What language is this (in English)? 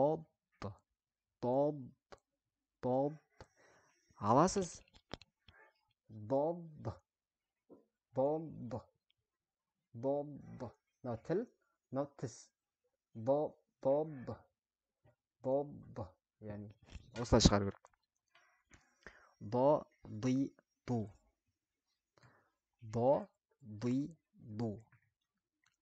Kazakh